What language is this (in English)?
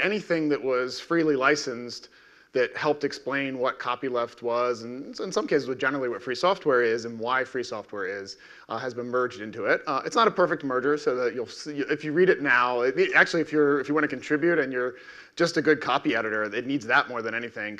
English